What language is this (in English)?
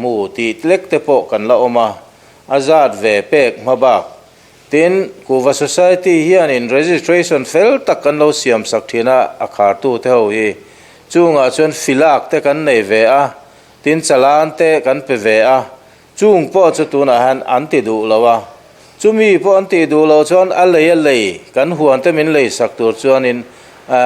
Mizo